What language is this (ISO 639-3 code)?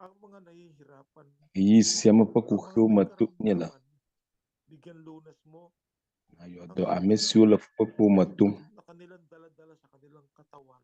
ewe